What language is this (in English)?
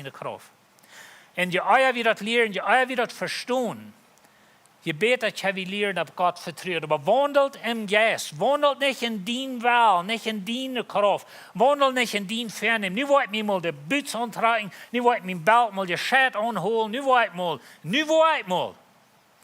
Plautdietsch